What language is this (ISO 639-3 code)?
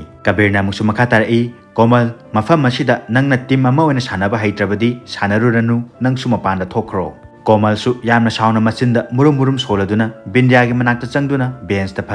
mni